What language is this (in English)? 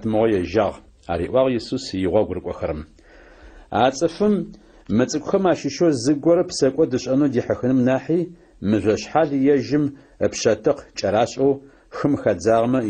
Adyghe